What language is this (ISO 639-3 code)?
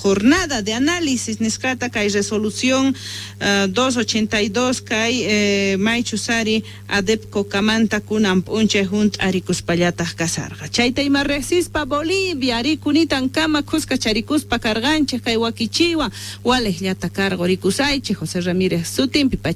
que